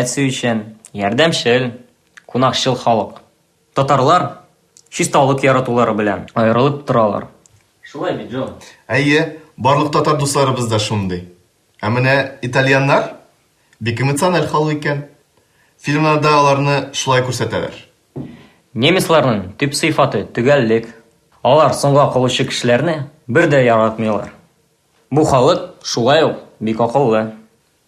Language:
Tatar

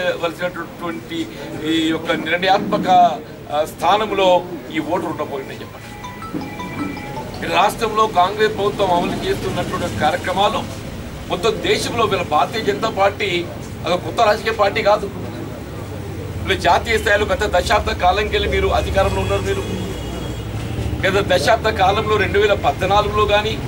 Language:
Telugu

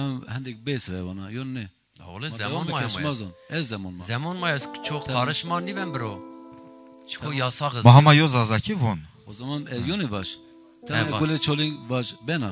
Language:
Zaza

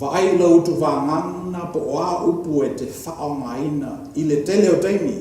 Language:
Samoan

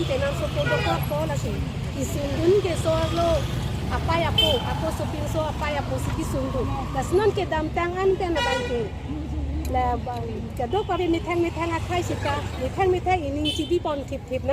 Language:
Karbi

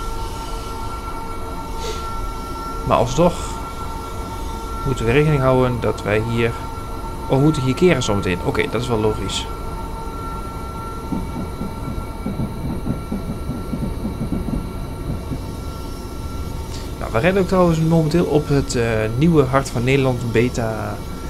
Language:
Dutch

